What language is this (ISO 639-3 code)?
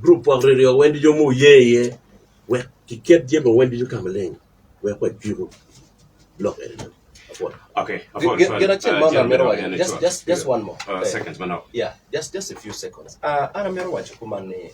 ach